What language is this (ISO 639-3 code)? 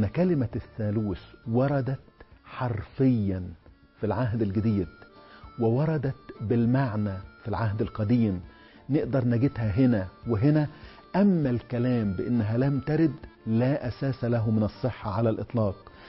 ara